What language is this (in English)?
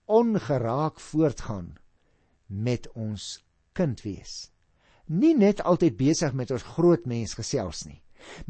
Afrikaans